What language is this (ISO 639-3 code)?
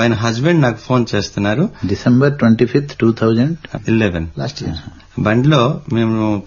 tel